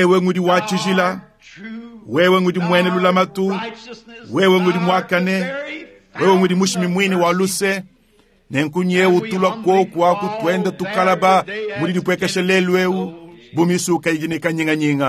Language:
Luba-Lulua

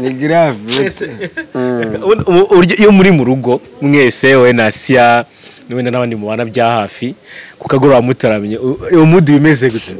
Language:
Kinyarwanda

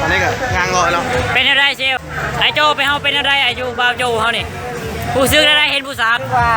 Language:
Lao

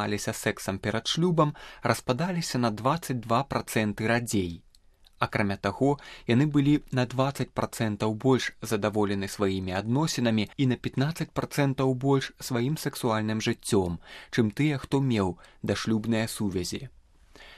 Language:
Belarusian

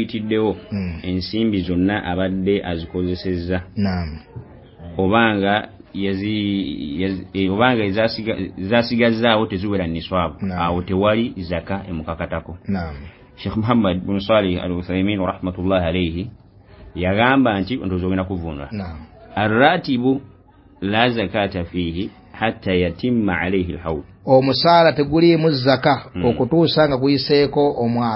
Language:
Ganda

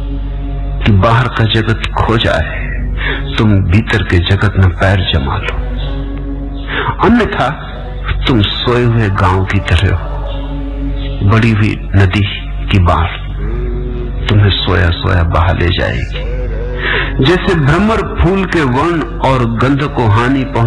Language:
Hindi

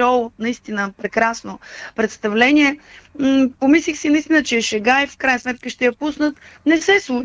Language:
Bulgarian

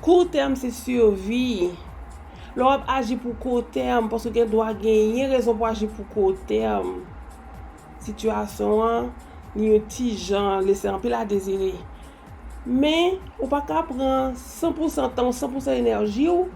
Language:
Haitian Creole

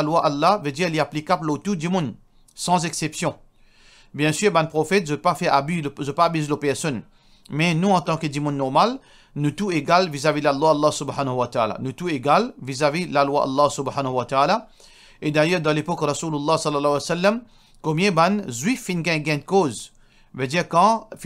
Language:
Morisyen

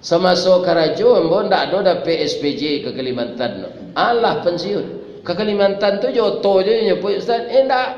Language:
Minangkabau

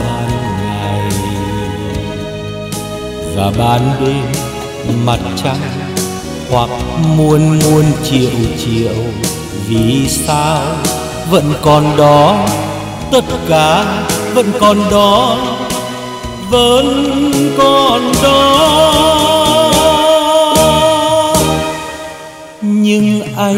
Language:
Vietnamese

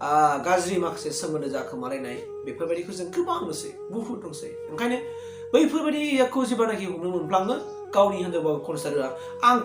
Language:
Bodo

